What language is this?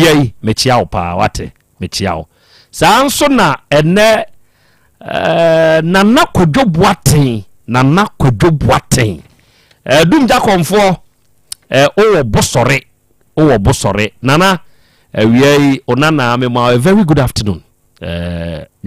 Akan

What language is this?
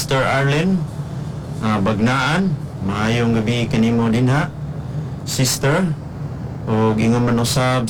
Cebuano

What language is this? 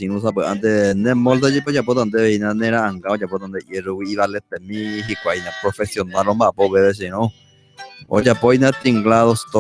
Guarani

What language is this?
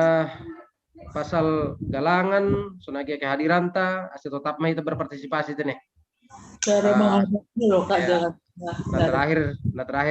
Batak Simalungun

